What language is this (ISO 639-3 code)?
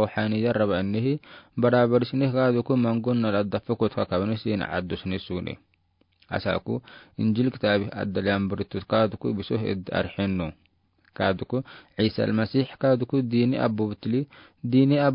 aar